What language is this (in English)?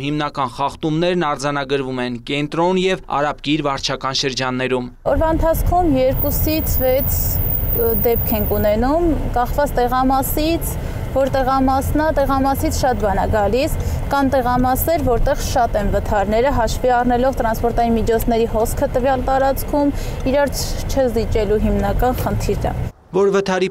Armenian